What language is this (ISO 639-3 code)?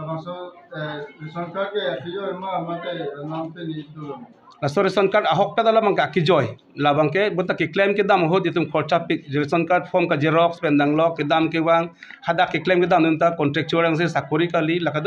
mjw